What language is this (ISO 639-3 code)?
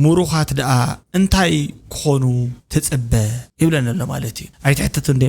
tir